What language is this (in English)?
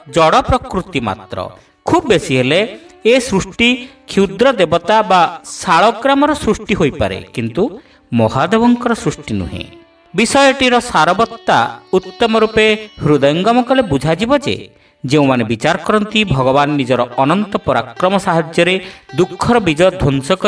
Odia